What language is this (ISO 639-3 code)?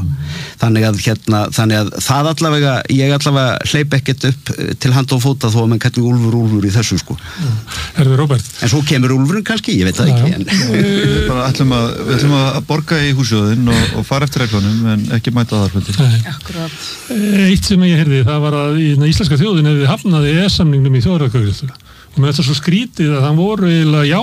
isl